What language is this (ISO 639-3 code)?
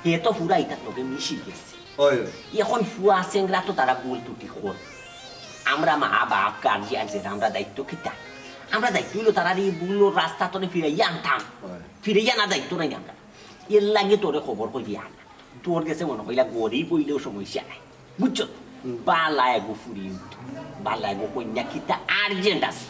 syl